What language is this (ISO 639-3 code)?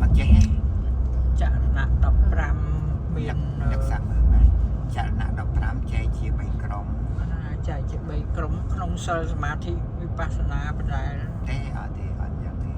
khm